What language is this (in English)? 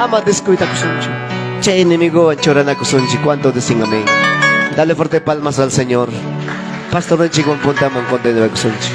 Ayacucho Quechua